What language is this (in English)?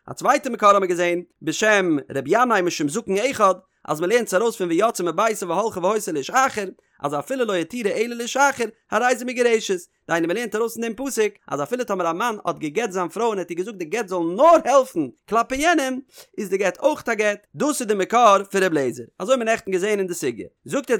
Yiddish